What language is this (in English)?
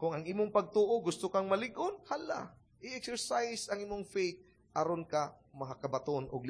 Cebuano